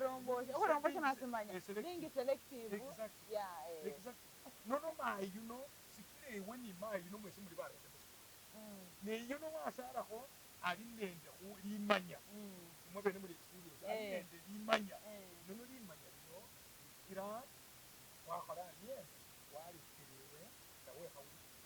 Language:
Masaaba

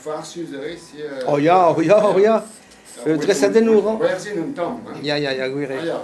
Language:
Breton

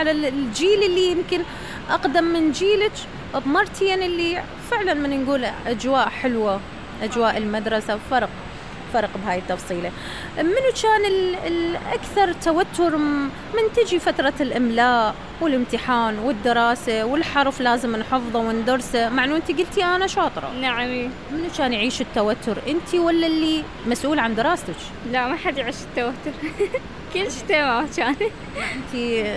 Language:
Mesopotamian Arabic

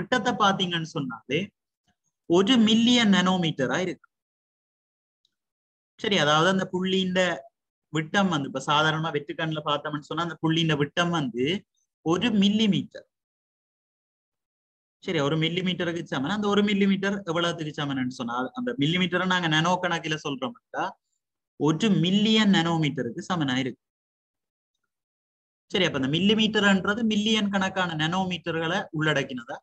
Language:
Tamil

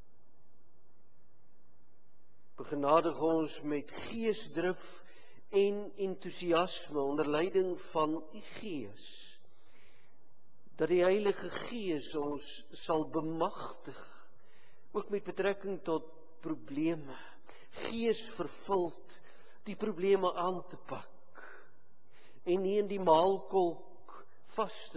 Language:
Afrikaans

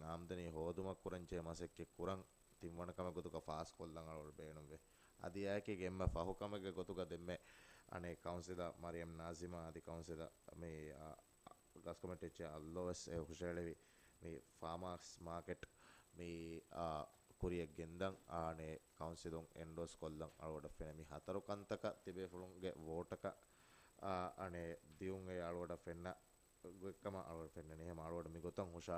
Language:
Divehi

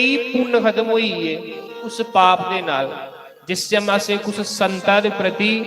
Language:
Dogri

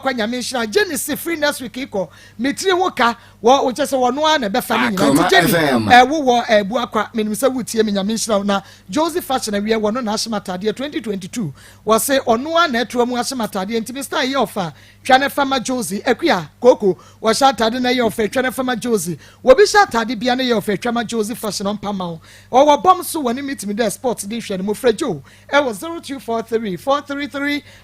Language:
Akan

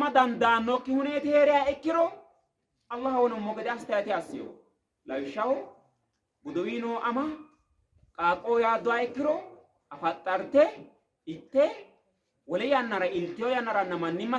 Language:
Sidamo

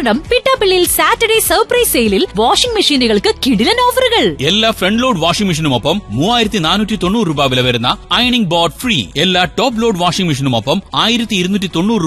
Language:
Malayalam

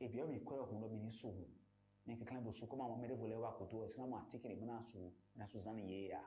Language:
Fon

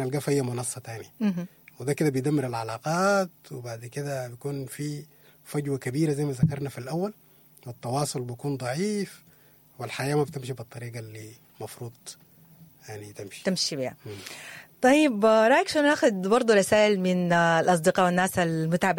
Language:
Sudanese Arabic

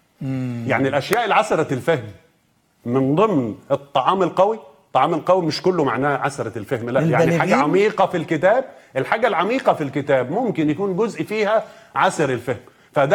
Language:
Egyptian Arabic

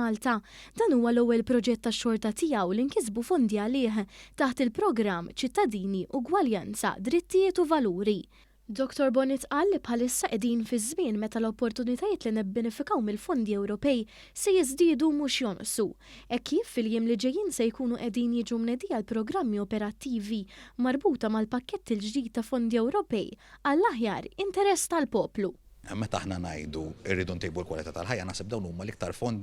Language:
Maltese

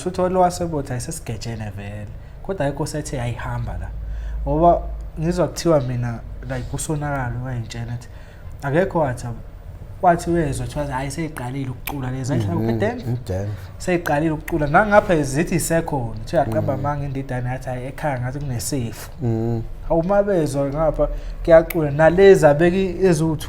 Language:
Zulu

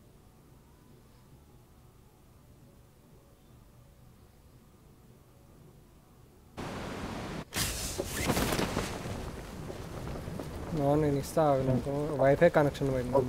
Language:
Telugu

